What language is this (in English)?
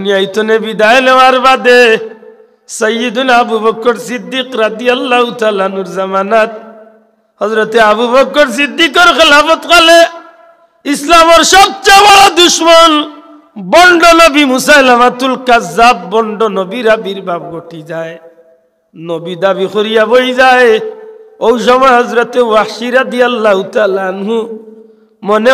Sylheti